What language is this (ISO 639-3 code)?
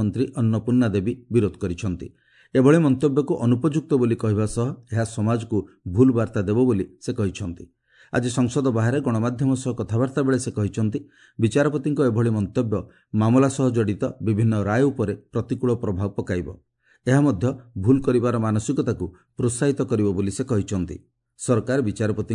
ori